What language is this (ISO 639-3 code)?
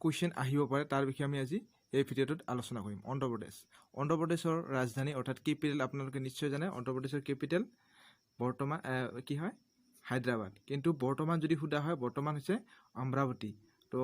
asm